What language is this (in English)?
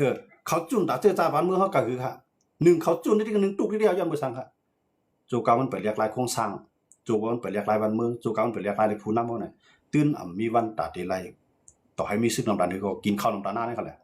Shan